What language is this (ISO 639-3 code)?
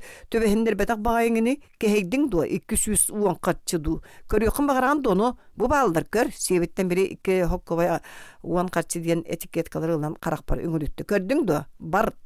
sah